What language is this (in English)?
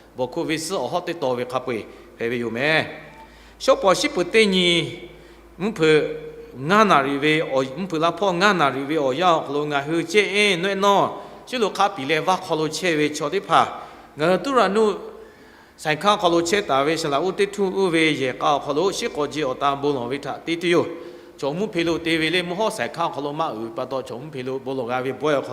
Lahu